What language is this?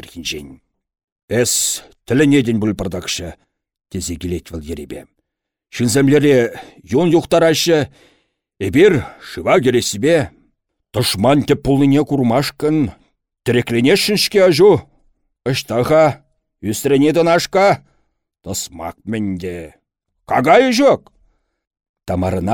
Chuvash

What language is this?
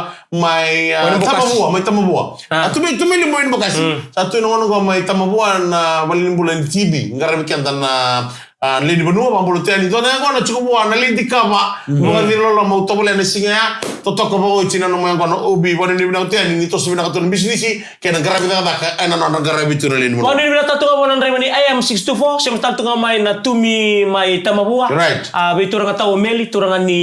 Fijian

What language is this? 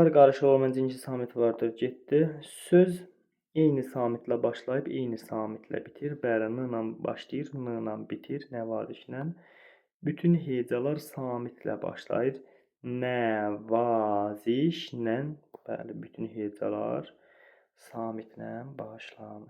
Azerbaijani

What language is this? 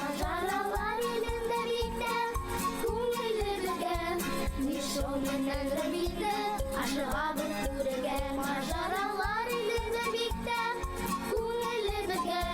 Bashkir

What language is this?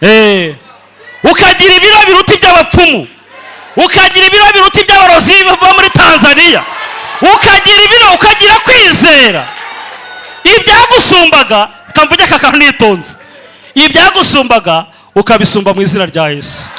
Kinyarwanda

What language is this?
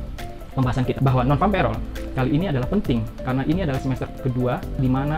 Indonesian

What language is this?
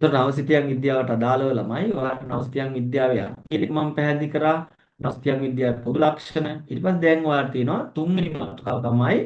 Sinhala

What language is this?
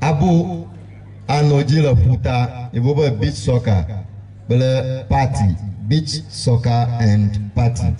Ewe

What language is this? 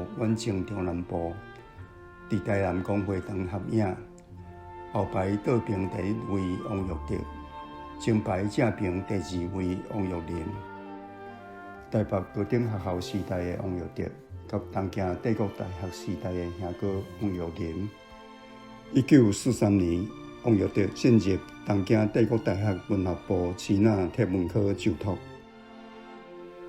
Min Nan Chinese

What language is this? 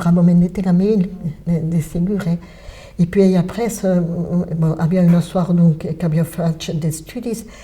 Occitan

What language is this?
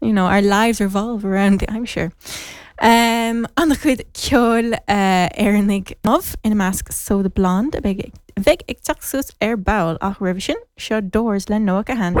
Irish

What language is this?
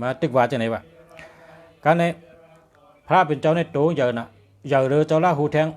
Shan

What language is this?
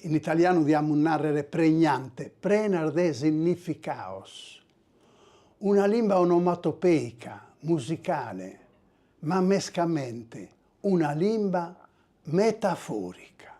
Sardinian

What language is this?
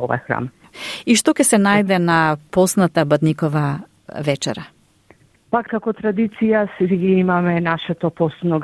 Macedonian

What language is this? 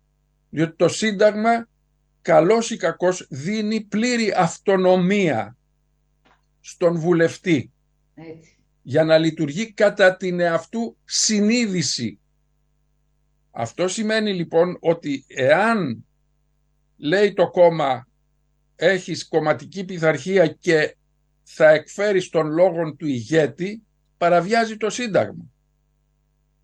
Greek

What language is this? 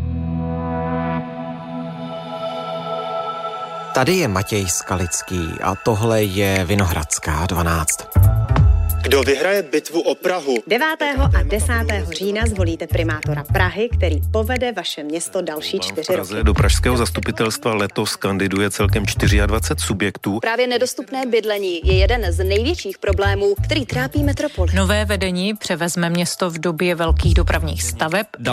Czech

